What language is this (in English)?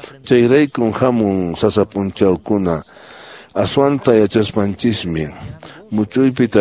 Quechua